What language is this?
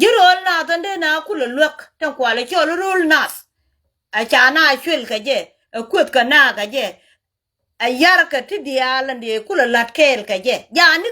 Nuer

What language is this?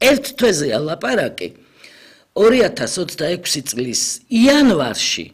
Georgian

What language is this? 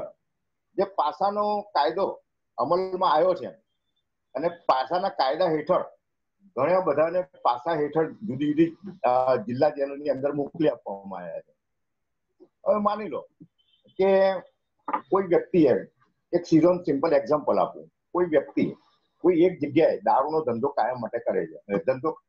Gujarati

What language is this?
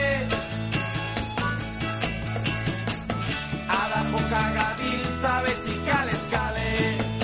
Basque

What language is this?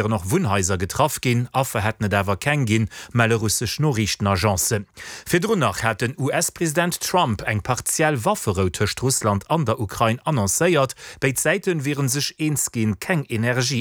Luxembourgish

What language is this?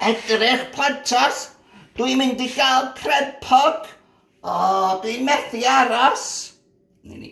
Welsh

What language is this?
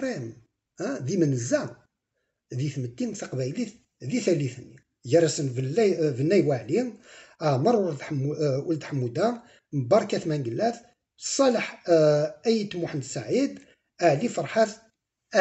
Kabyle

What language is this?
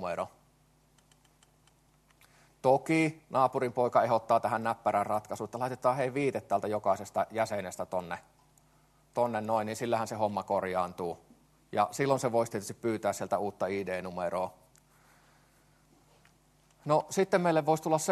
Finnish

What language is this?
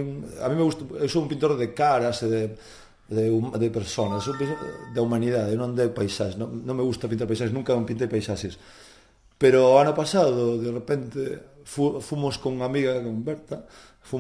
Galician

